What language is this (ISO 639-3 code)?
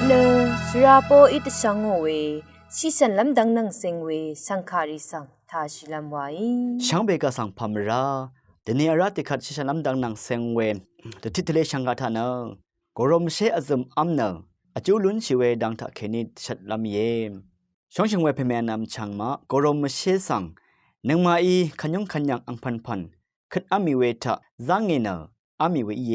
raw